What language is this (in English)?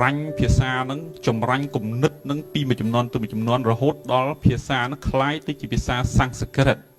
Khmer